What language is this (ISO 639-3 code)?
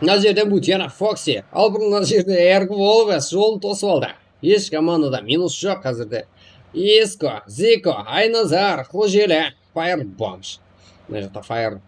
kaa